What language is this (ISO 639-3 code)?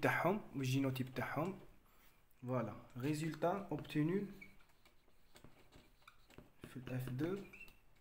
arq